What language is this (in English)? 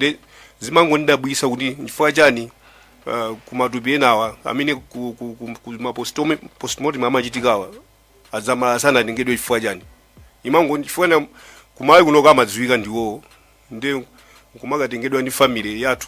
Nyanja